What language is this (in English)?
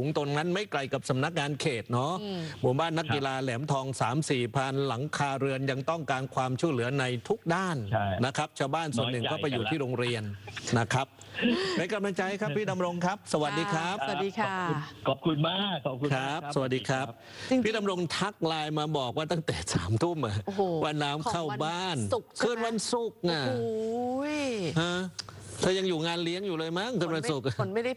Thai